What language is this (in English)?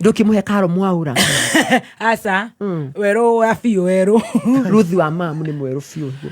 Kikuyu